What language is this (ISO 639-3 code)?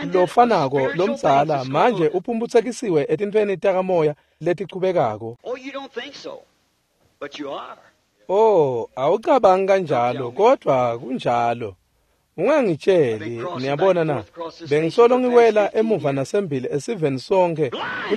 ssw